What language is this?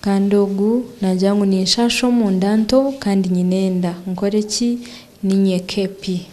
Nyankole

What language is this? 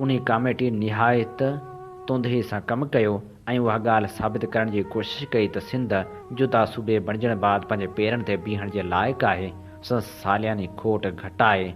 Sindhi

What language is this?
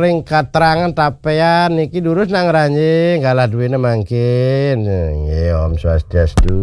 Balinese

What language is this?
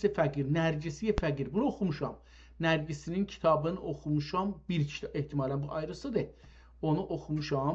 South Azerbaijani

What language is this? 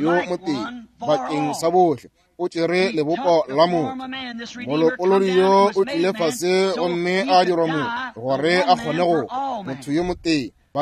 Northern Sotho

